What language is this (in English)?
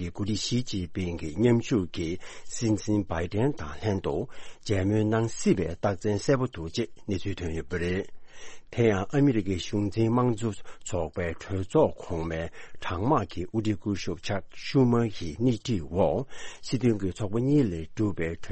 Tibetan